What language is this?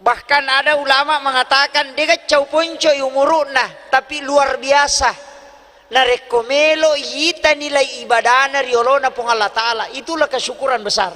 Buginese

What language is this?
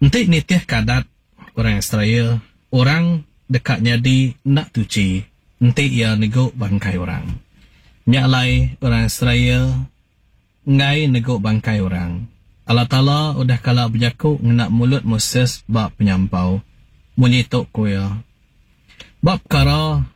Iban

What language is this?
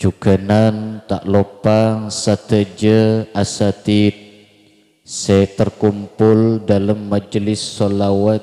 Madurese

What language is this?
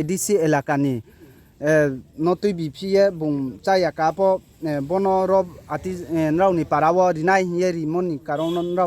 Riang (India)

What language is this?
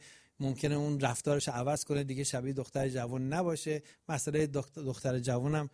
Persian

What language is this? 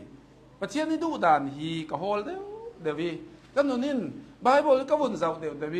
Hakha Chin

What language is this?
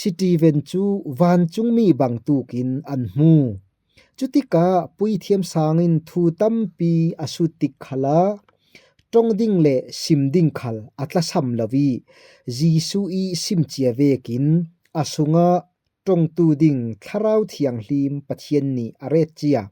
Falam Chin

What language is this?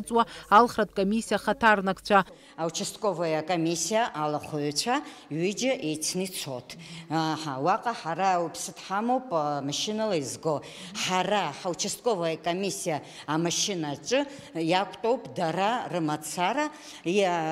Abkhazian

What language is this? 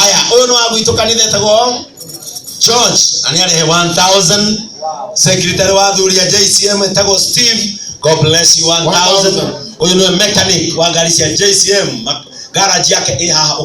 Kikuyu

